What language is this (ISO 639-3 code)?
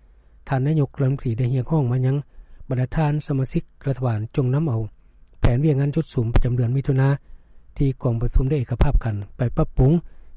lao